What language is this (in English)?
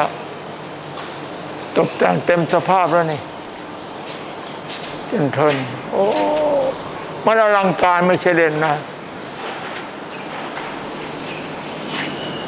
Thai